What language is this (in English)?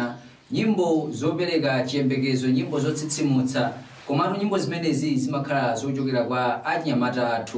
Nyanja